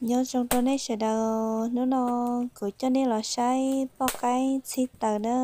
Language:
Hmong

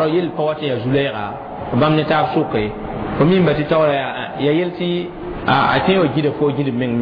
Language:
Mossi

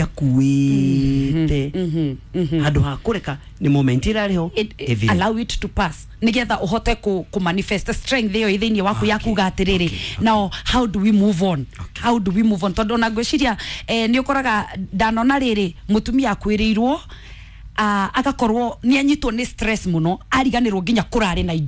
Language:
Kikuyu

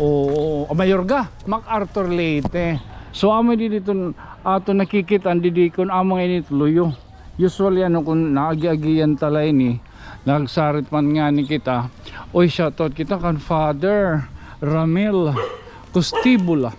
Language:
Waray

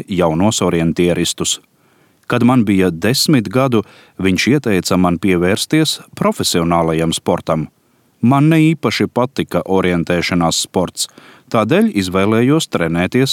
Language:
Latvian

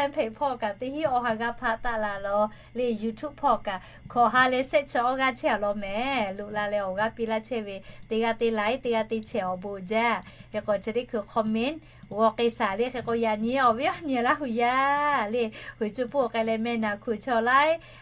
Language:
Lahu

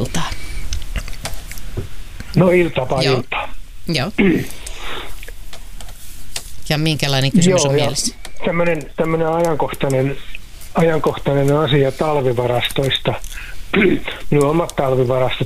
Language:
Finnish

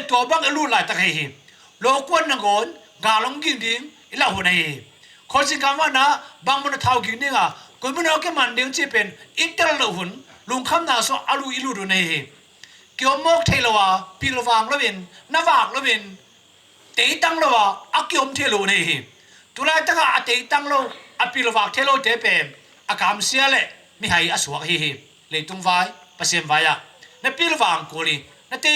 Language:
Tedim Chin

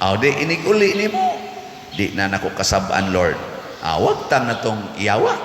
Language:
Cebuano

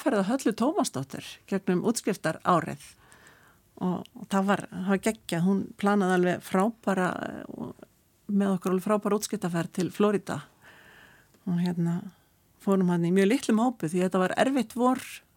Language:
Icelandic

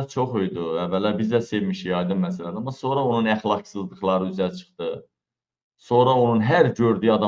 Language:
Azerbaijani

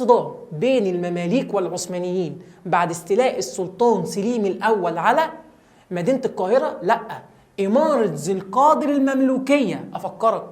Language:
Egyptian Arabic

